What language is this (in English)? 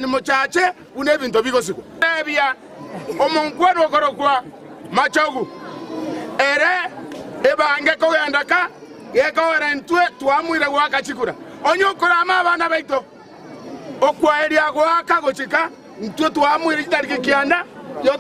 Gusii